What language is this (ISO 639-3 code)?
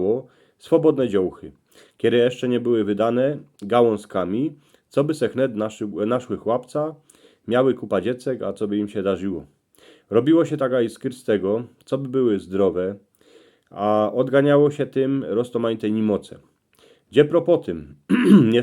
szl